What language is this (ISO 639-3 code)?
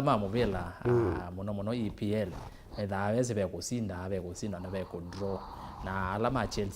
kam